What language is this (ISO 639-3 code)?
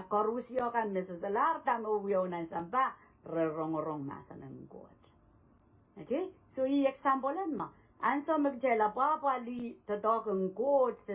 pon